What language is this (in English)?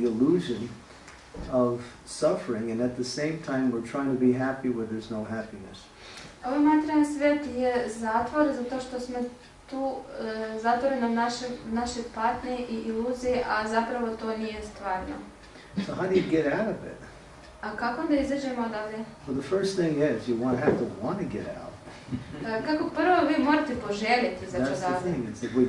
Croatian